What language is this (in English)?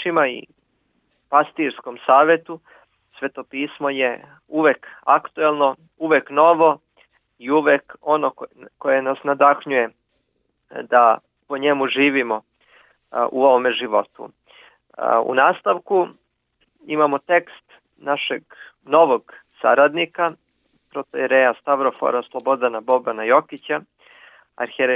Serbian